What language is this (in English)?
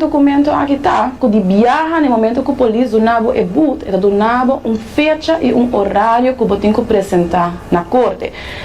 Papiamento